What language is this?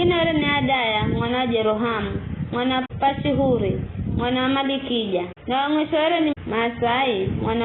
Giryama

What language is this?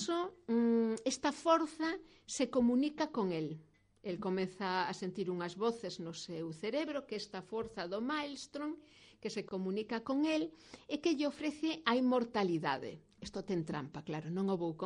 Galician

